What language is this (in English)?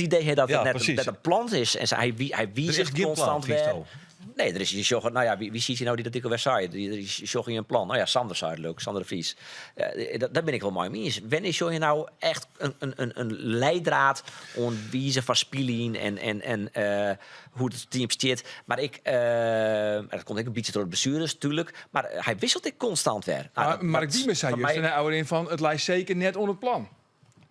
Western Frisian